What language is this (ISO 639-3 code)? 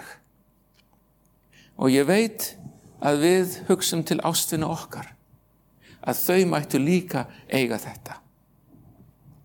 isl